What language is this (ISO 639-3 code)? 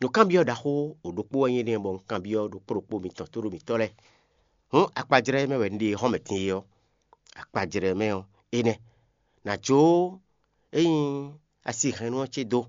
fon